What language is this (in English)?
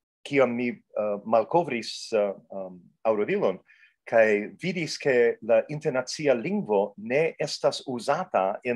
Esperanto